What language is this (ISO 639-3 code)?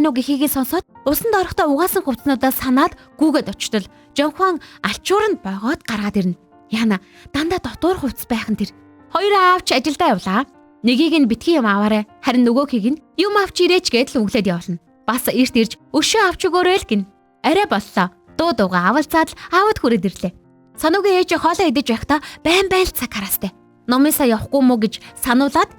mon